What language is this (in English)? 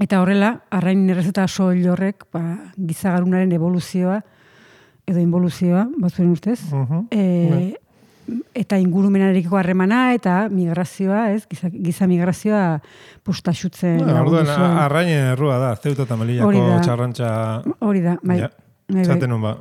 Basque